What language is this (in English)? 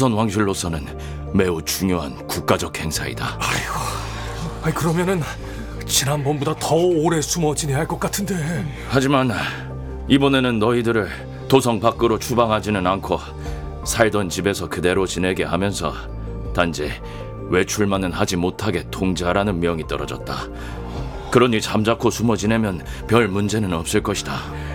Korean